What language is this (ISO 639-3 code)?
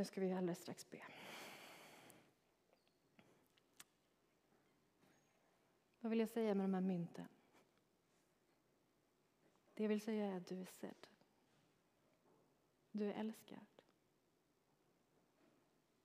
swe